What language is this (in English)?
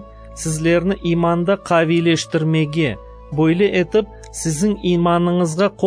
Crimean Tatar